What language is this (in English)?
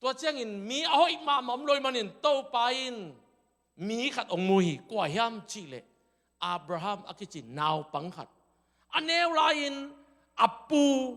Tedim Chin